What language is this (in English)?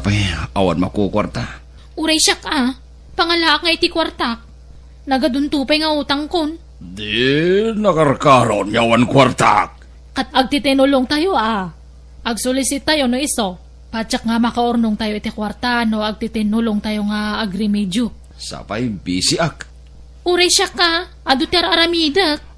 Iloko